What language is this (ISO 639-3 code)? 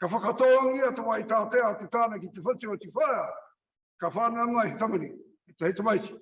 mri